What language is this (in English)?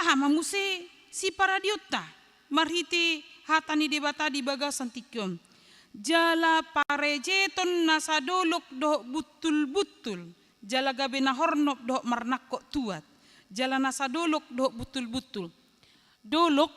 Batak Toba